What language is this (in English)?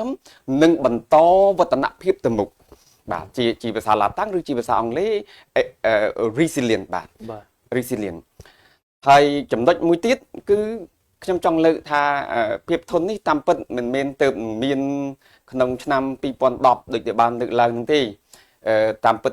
Khmer